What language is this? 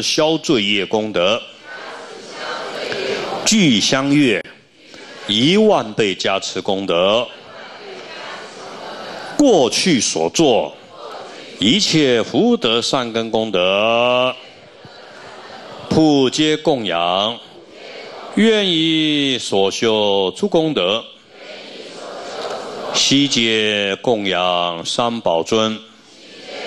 Chinese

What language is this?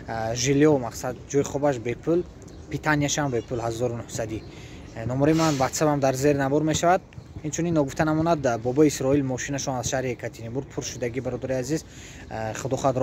Tajik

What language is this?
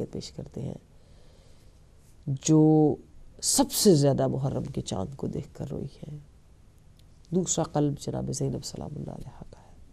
Urdu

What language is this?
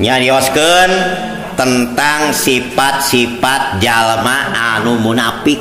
Sundanese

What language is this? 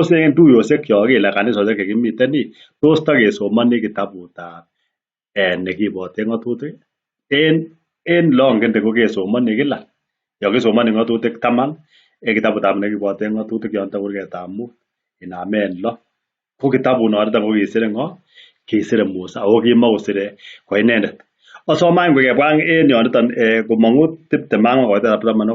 Kalenjin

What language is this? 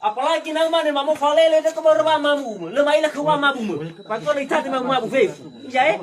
Nias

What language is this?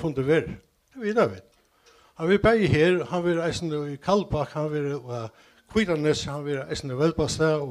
Faroese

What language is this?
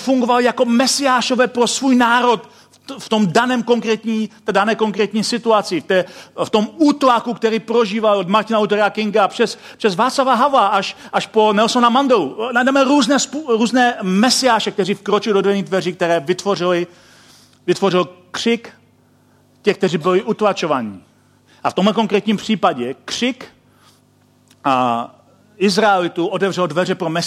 Czech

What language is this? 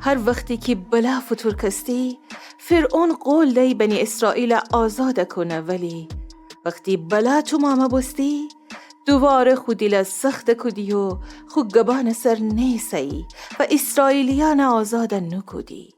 Gilaki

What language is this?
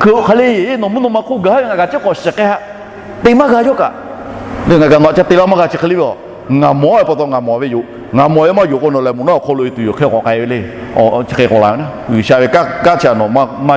Lahu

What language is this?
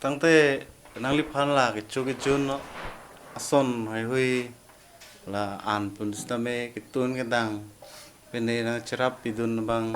Karbi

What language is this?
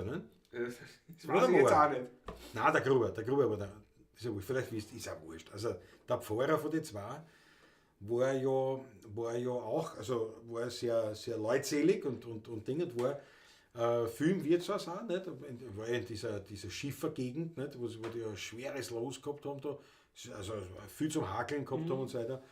Bavarian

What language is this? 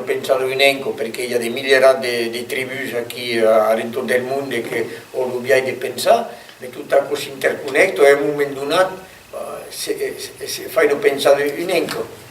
Occitan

